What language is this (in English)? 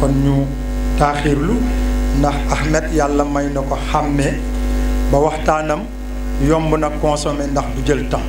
Wolof